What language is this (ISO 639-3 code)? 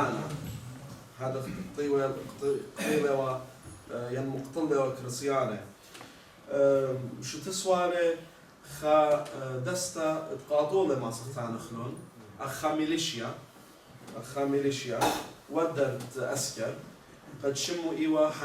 aii